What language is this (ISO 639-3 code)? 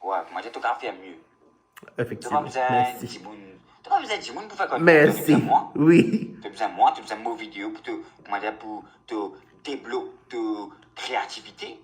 mfe